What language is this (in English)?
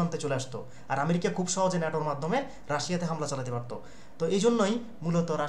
Bangla